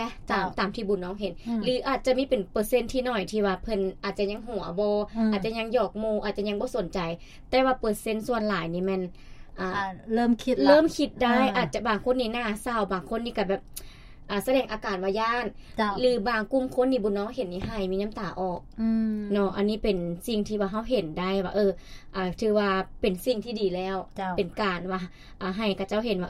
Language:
Lao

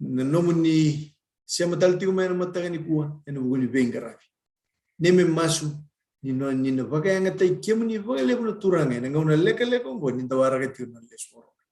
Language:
Fijian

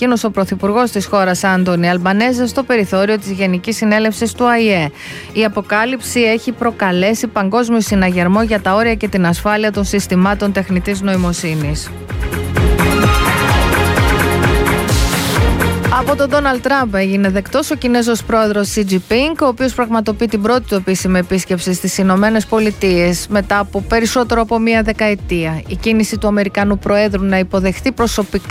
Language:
Greek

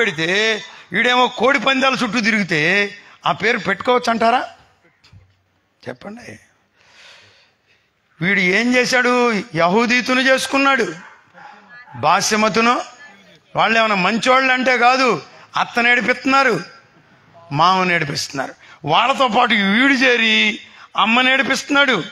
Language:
Telugu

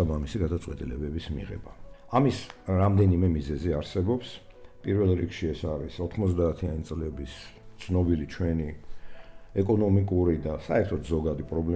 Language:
Georgian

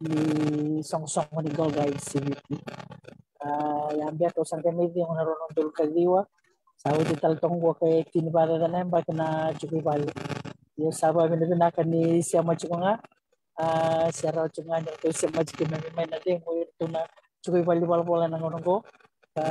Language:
Fijian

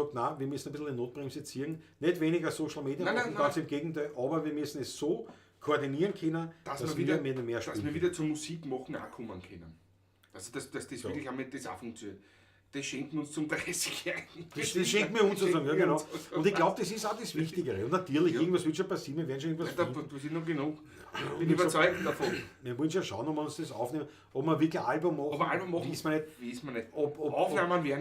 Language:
Bavarian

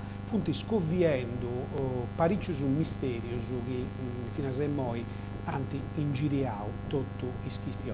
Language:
Sardinian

